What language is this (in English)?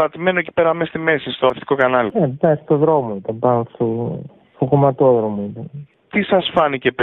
Greek